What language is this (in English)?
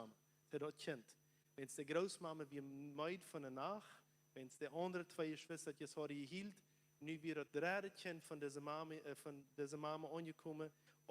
Plautdietsch